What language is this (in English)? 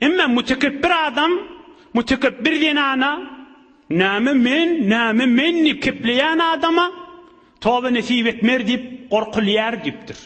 Turkmen